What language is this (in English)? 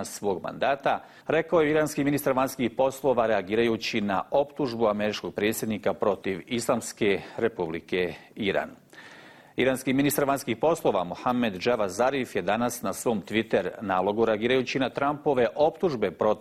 Bosnian